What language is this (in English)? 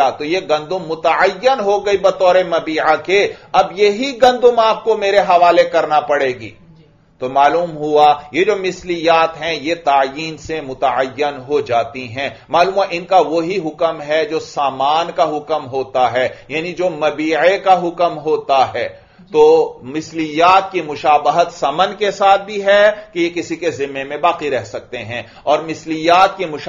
Urdu